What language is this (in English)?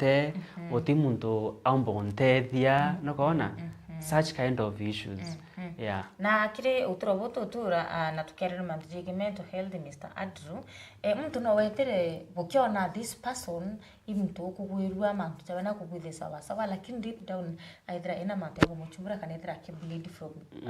Meru